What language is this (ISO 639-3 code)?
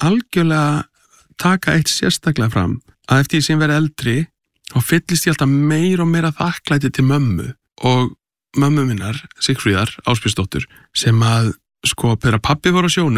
isl